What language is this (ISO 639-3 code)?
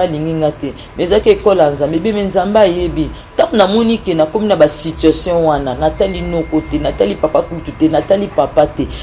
lin